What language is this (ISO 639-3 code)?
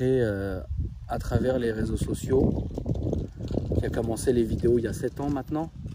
fra